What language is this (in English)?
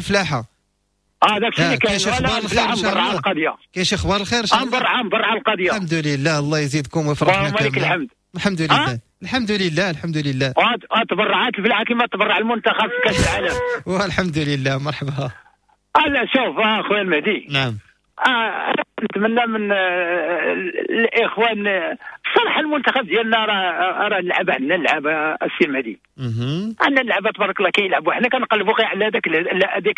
Moroccan Arabic